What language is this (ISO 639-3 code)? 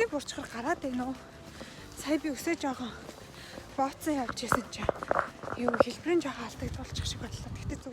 mon